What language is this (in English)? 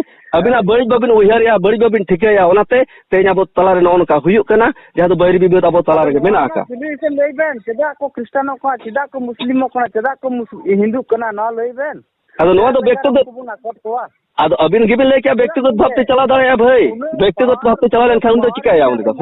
Santali